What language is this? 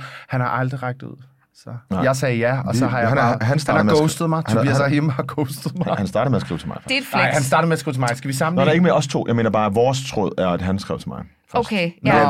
Danish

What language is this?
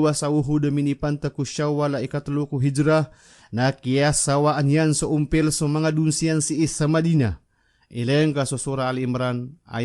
Maranao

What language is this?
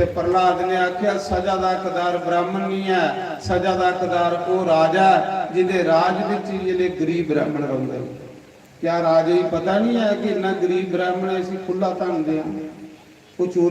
Dogri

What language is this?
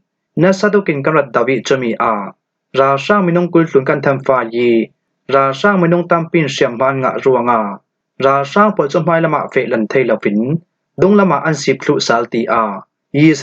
Falam Chin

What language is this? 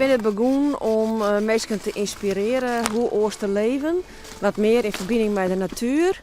Western Frisian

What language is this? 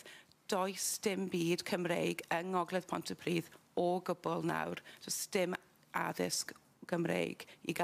Welsh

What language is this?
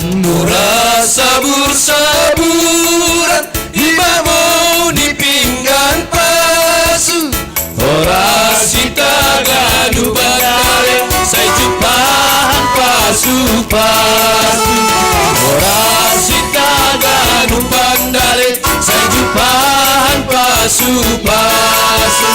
Batak Simalungun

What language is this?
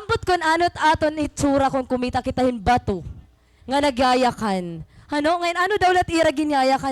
Waray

